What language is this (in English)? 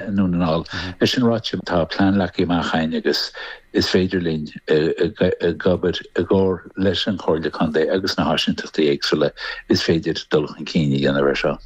Irish